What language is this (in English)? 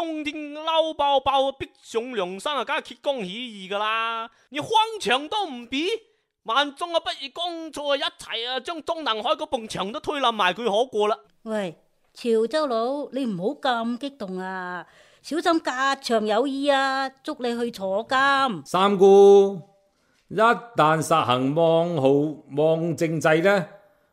Cantonese